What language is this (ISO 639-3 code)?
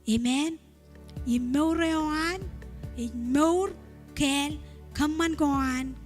mah